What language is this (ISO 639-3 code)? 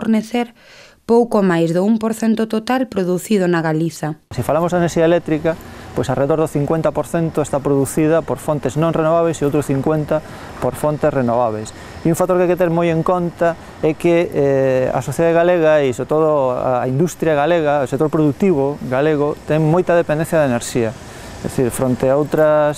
glg